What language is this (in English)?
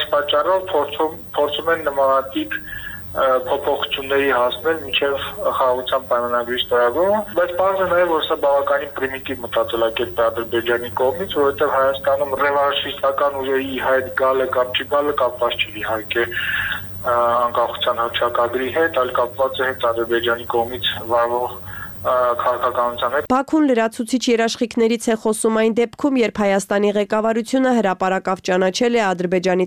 Armenian